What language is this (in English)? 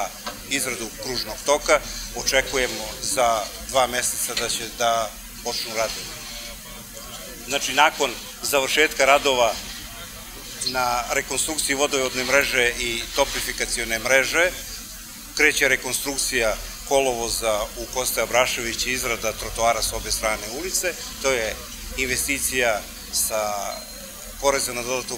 Serbian